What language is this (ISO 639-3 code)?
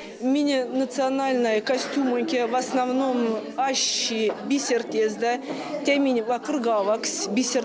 myv